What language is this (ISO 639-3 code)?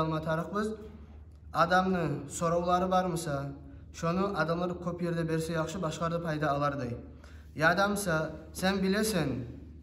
kum